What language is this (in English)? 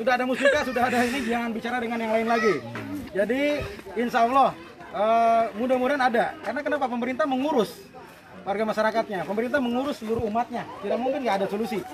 Indonesian